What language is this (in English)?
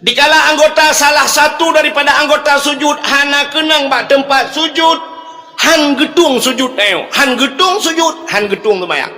Achinese